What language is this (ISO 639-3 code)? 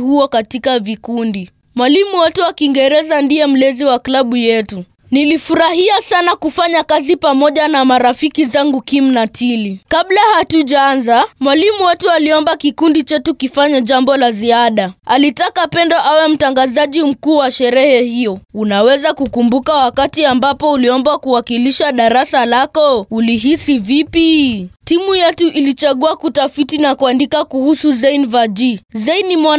swa